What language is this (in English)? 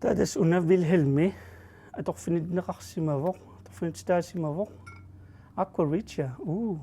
Kalaallisut